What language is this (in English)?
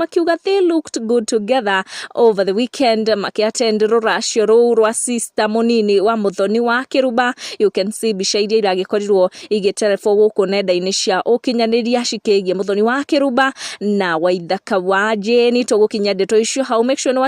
Kikuyu